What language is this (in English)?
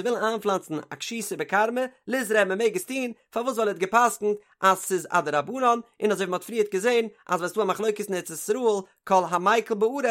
Yiddish